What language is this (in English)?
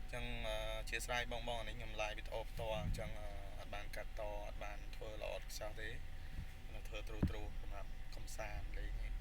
Khmer